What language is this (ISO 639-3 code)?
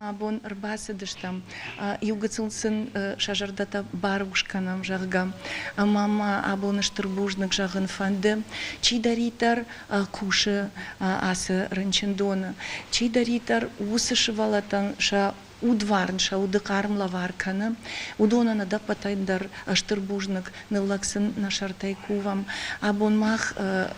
oss